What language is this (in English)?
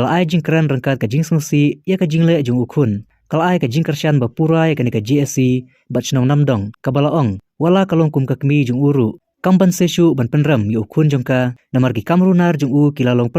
Khasi